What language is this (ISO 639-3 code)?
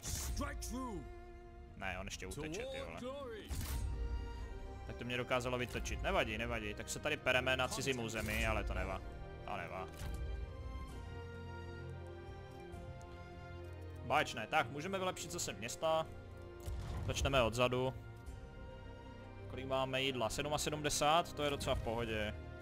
ces